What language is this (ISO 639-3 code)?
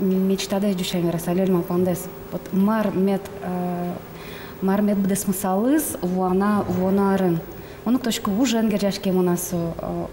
udm